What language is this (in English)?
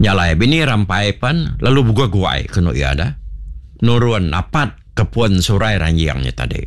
Iban